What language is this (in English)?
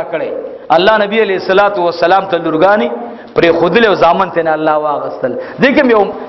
Pashto